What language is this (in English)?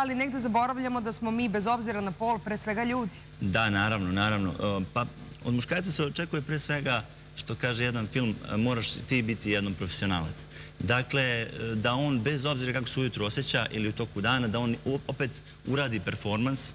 Serbian